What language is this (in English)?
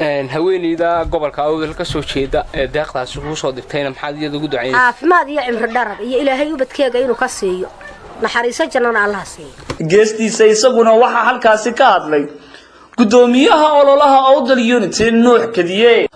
Somali